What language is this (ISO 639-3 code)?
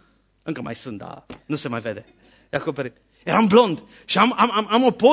ron